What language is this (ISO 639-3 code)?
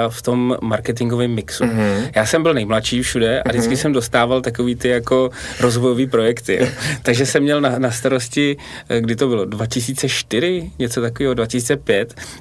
ces